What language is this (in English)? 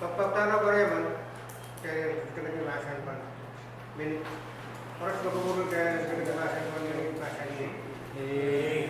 Pohnpeian